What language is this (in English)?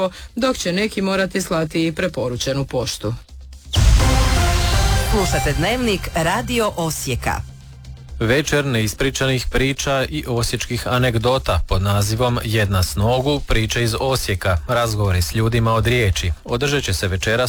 Croatian